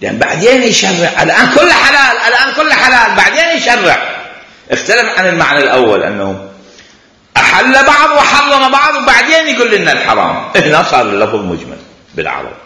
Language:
Mesopotamian Arabic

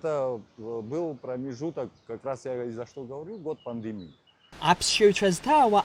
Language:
Abkhazian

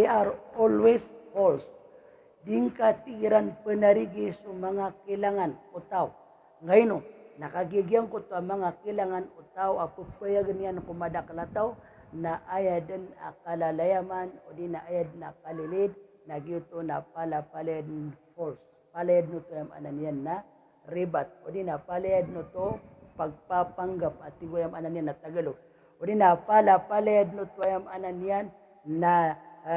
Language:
Maranao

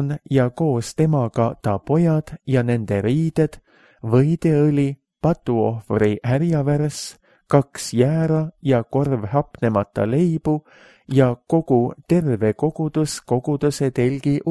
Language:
Estonian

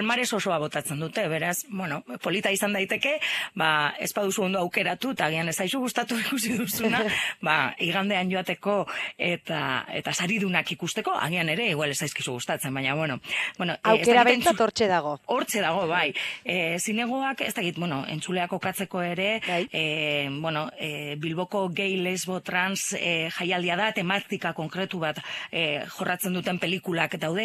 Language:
Basque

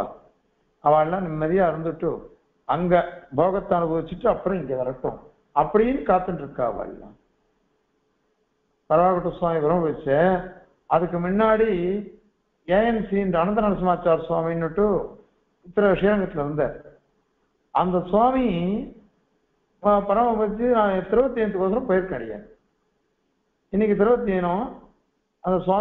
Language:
Tamil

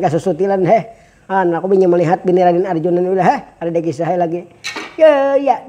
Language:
Banjar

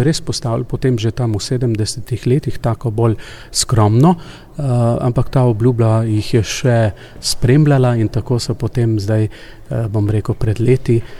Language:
Slovenian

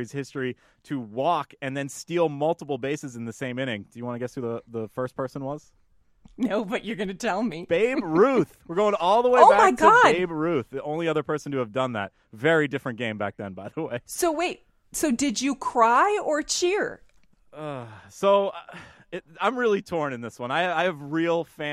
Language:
English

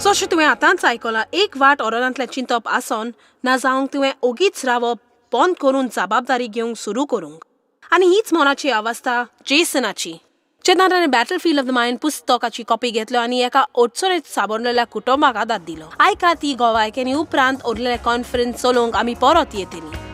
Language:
Konkani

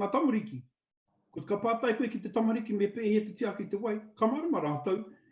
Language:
Māori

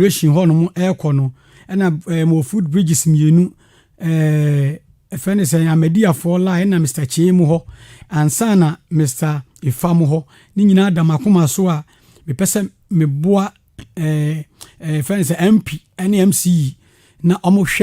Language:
Akan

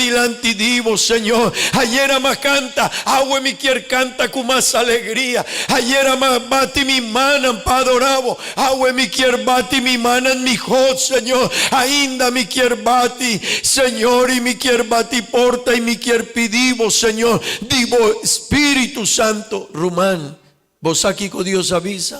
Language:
Papiamento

